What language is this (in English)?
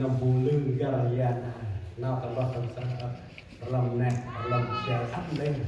Central Mnong